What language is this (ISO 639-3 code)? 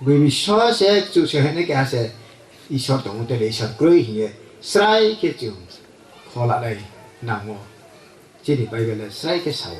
ria